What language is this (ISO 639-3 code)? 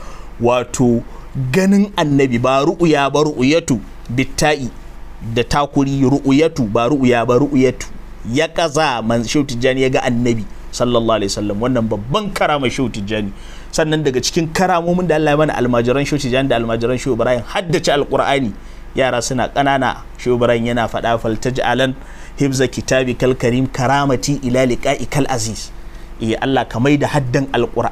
hau